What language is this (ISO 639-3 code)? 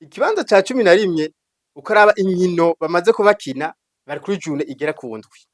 run